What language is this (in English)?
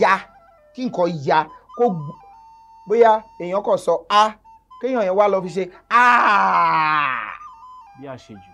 Yoruba